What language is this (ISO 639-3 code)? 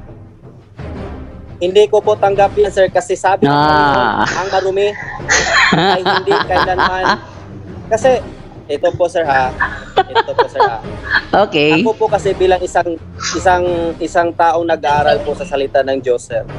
fil